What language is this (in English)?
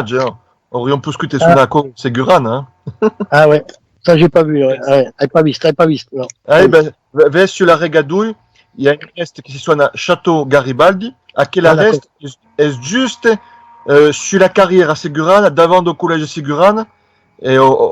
Occitan